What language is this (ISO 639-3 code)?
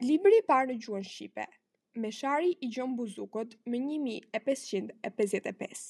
sqi